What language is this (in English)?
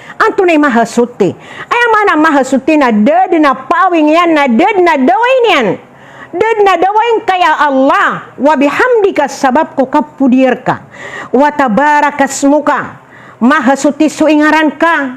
Maranao